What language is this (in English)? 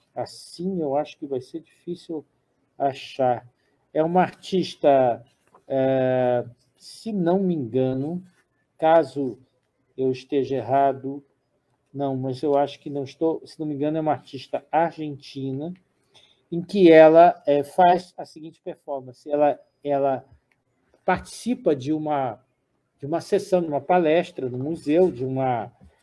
Portuguese